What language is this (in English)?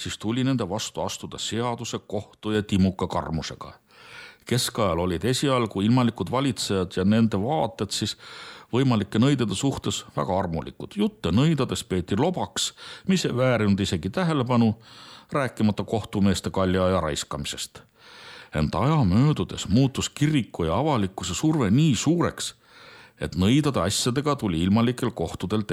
Estonian